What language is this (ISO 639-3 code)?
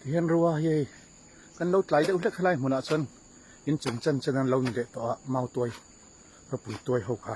lus